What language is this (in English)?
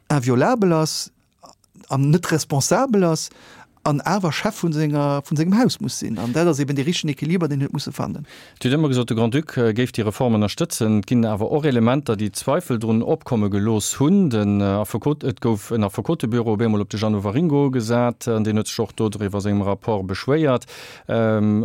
Luxembourgish